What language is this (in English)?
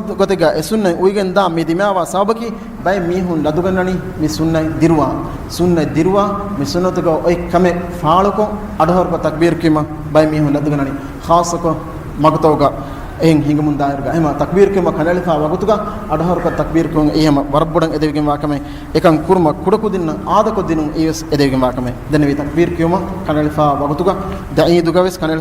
Divehi